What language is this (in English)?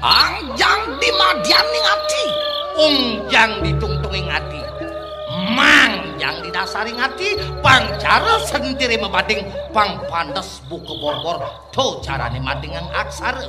Balinese